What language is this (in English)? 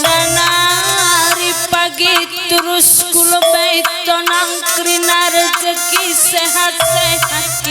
Batak Karo